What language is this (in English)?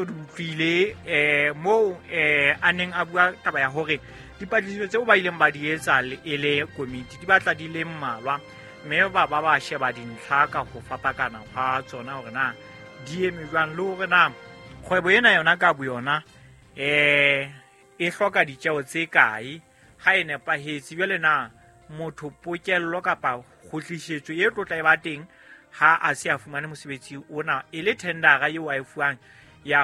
Southern Sotho